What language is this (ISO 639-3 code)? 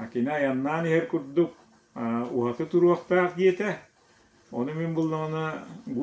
sah